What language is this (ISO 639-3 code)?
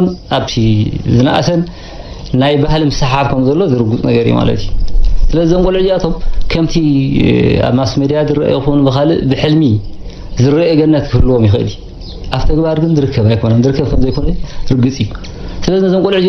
tir